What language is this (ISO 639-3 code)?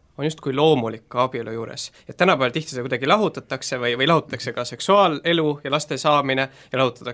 est